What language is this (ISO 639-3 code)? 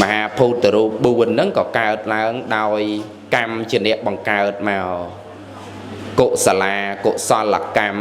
khm